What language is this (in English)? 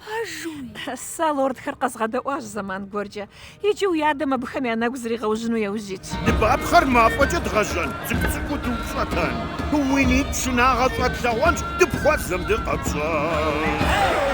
Kabardian